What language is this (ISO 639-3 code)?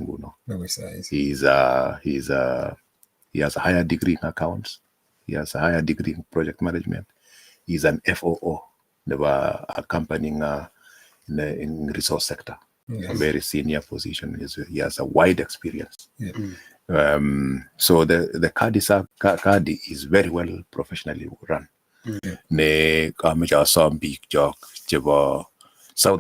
kln